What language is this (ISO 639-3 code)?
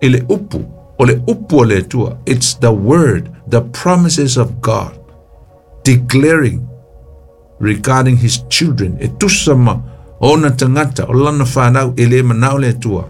smo